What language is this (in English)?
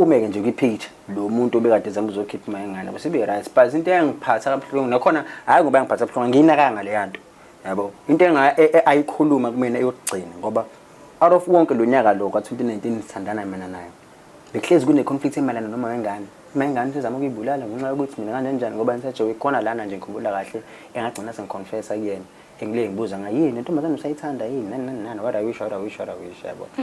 Zulu